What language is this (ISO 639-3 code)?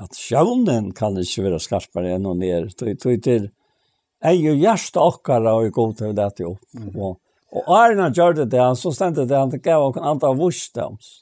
fao